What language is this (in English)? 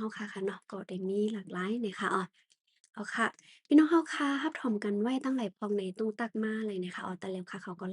Shan